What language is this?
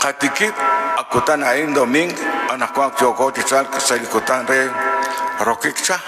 Kekchí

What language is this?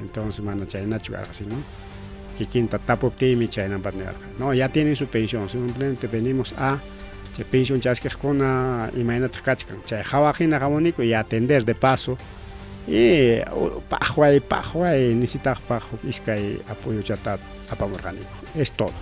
Ayacucho Quechua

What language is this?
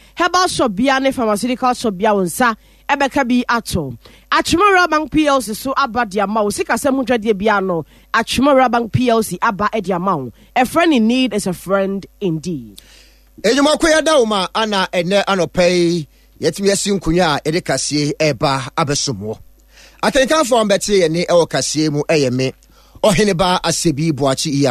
Akan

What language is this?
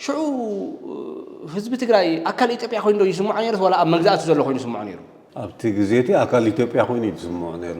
Tigrinya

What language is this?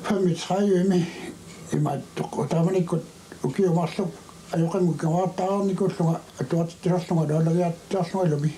Kalaallisut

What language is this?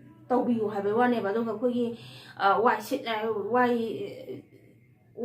Manipuri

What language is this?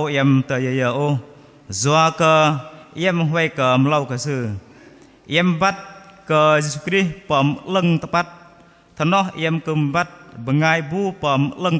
Bahnar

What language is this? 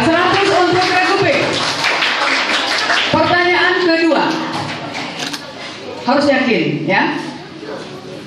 Indonesian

